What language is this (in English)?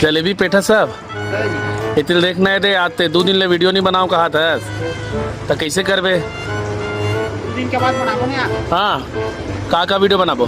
Chhattisgarhi